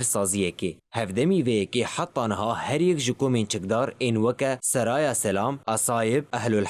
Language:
Kurdish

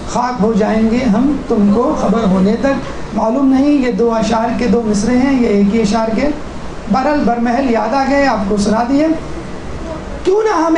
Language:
Urdu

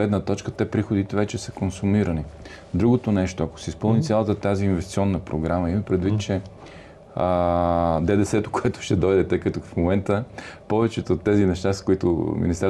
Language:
Bulgarian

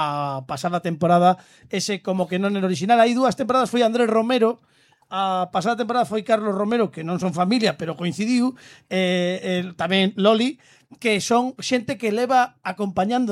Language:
Galician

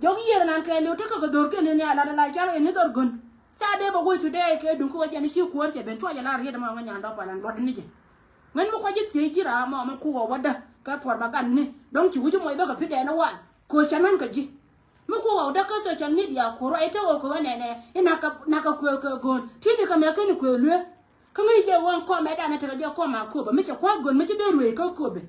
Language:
Nuer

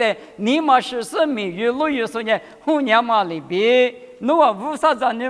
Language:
Lisu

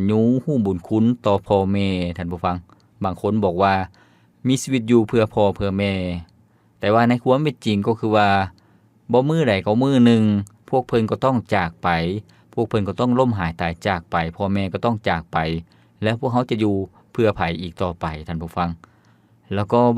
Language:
Lao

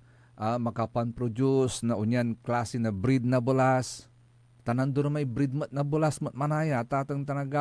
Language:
Pangasinan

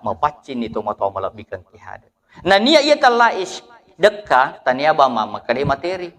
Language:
Buginese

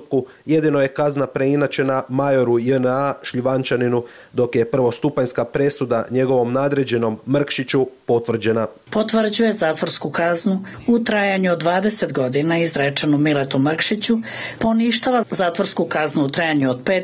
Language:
Serbian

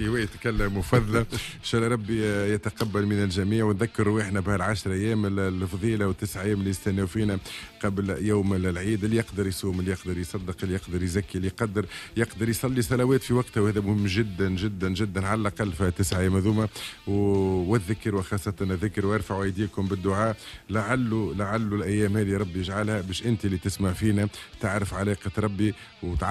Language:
Tunisian Arabic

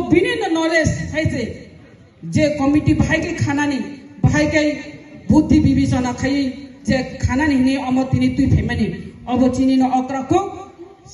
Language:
Kok Borok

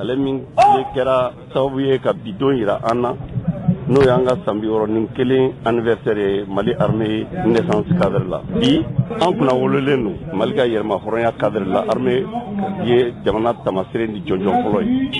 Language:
Bambara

